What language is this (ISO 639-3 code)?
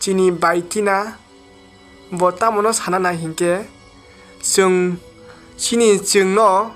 trp